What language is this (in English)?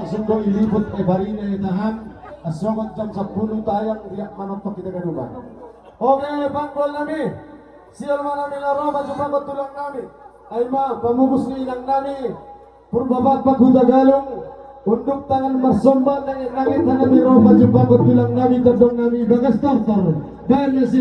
Batak Simalungun